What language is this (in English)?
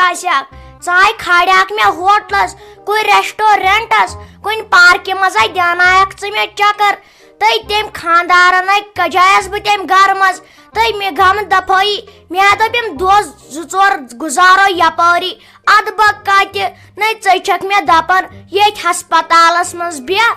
Kashmiri